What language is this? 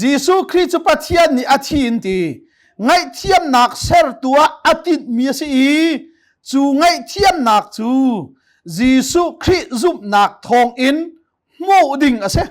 Hakha Chin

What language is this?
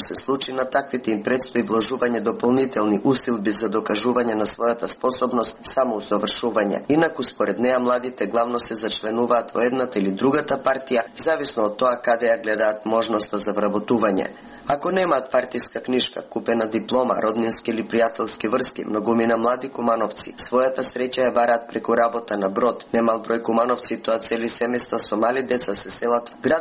Macedonian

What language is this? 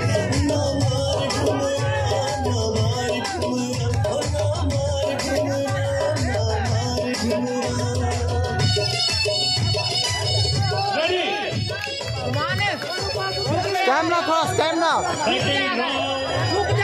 Hindi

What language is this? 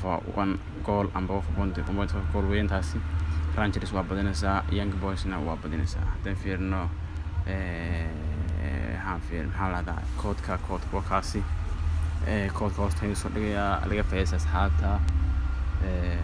Somali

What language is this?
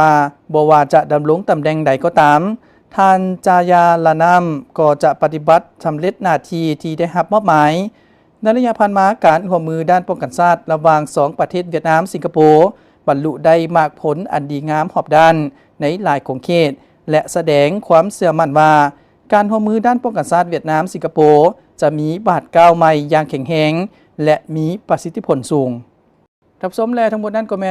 Lao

